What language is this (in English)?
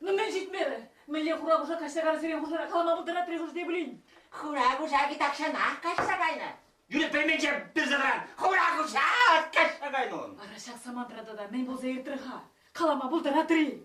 Chuvash